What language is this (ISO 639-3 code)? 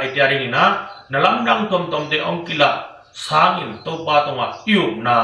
ctd